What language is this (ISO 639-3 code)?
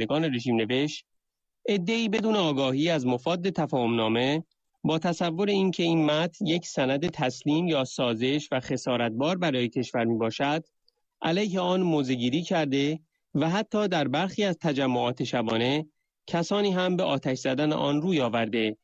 fas